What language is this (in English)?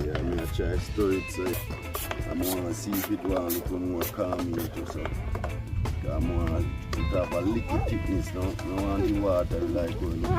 Jamaican Creole English